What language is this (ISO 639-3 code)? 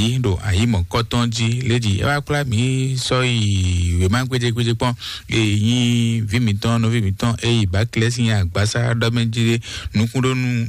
fon